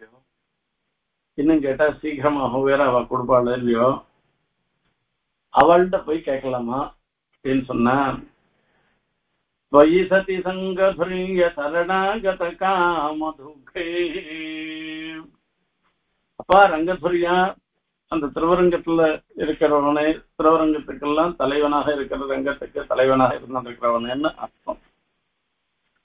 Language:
Tamil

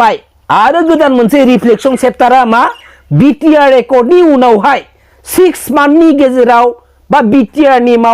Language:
Bodo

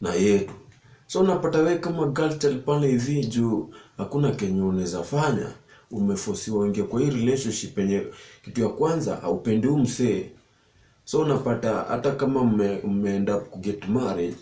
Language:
Swahili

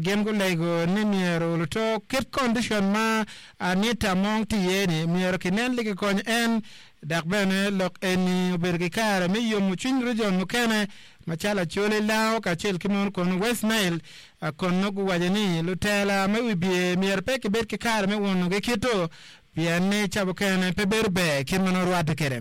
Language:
Acoli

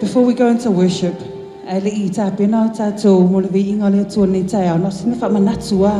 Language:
Samoan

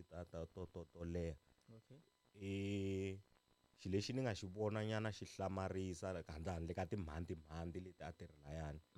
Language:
Tsonga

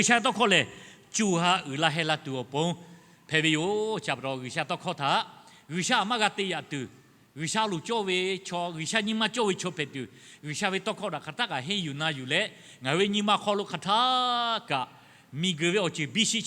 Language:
Lahu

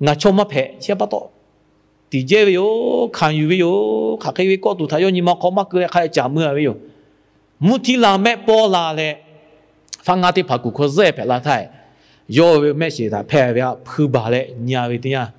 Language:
Lahu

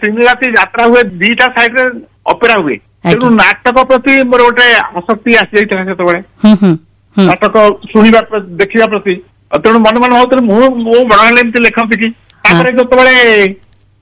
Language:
Odia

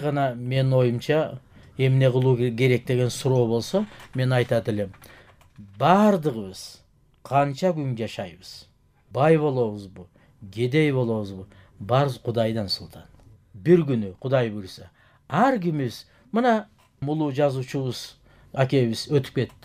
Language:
Kyrgyz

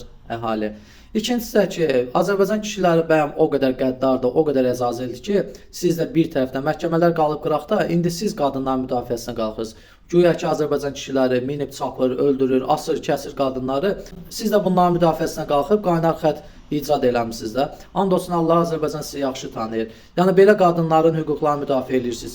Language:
Azerbaijani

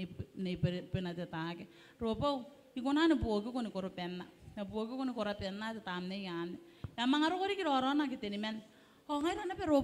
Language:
Gilbertese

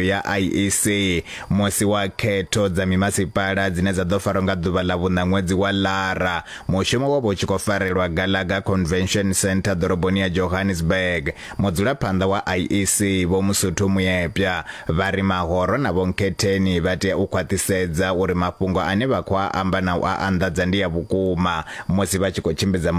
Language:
Venda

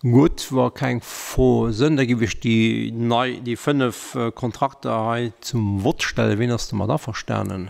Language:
Luxembourgish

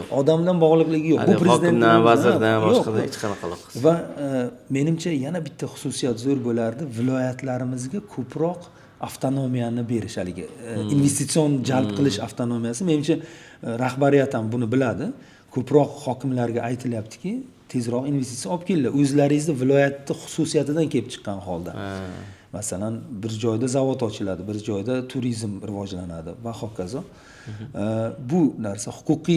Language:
Uzbek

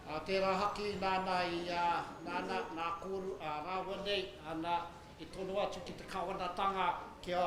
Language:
Māori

